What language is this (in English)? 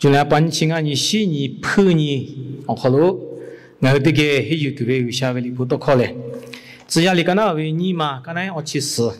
Lahu